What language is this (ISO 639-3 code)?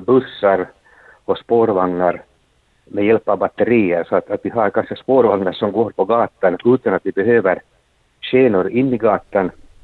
swe